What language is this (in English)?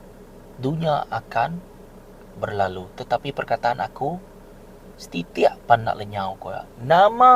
Iban